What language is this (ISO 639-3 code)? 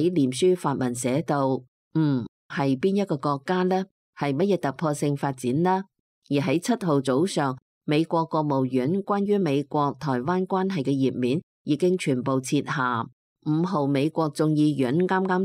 yue